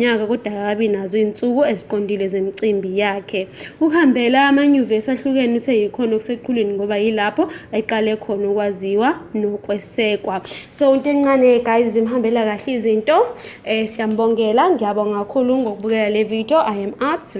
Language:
Zulu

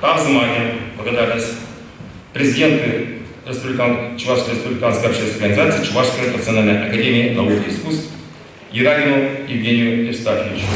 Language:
Chuvash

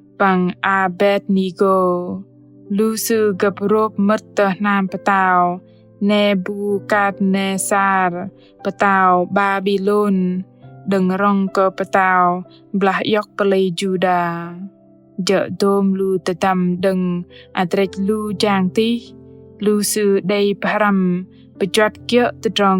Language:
Bahnar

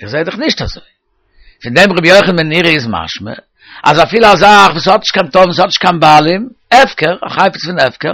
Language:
Yiddish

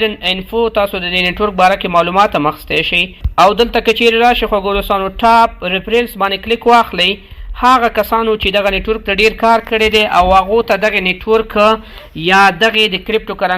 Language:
Pashto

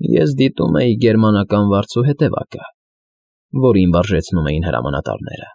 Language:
Armenian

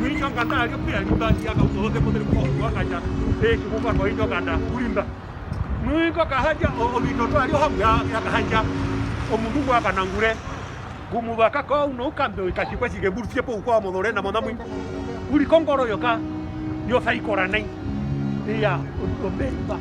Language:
Herero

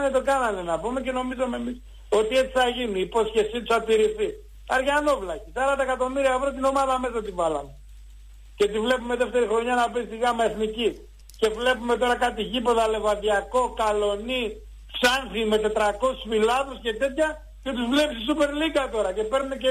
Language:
Greek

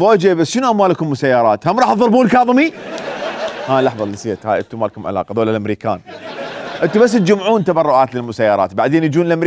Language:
Mesopotamian Arabic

